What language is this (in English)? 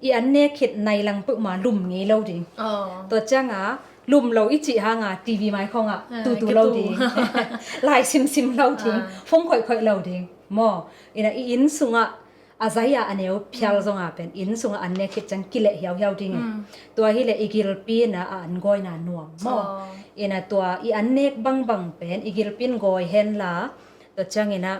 Tedim Chin